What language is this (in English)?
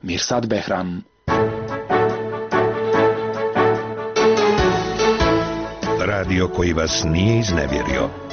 Bosnian